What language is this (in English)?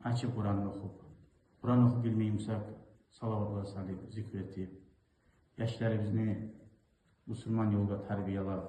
Kumyk